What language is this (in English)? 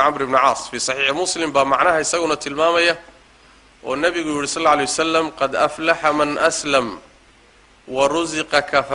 Somali